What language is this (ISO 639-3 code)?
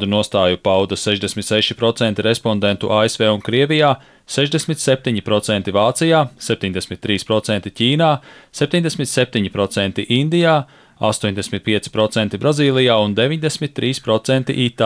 lav